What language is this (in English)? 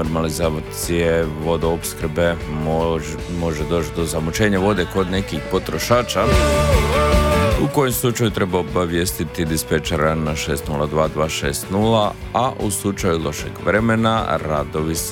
Croatian